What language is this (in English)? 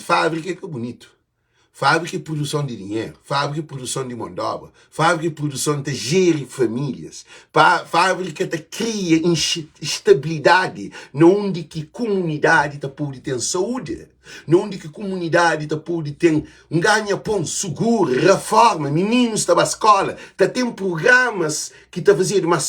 Kabuverdianu